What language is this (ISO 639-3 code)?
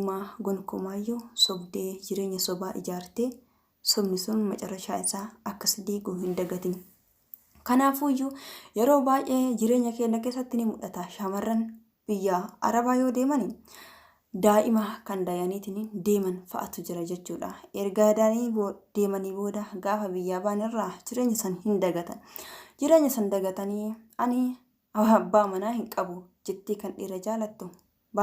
orm